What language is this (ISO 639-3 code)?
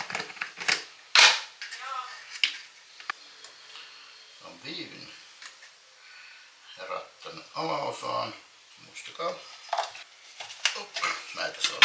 fin